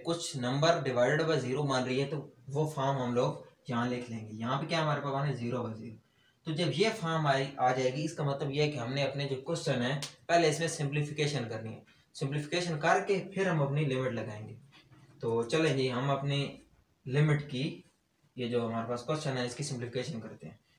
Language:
Hindi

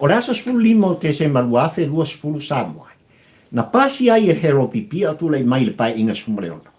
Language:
Samoan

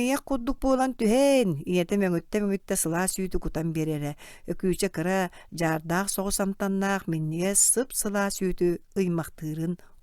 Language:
Yakut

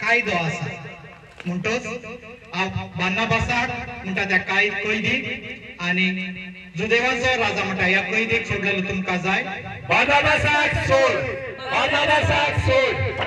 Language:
Konkani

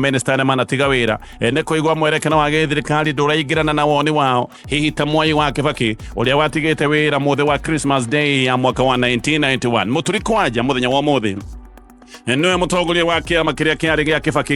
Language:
Kikuyu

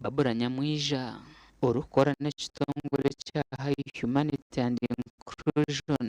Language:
Nyankole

